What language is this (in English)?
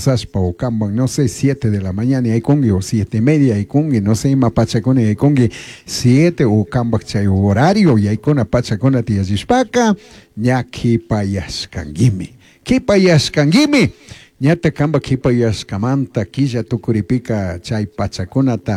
Chimborazo Highland Quichua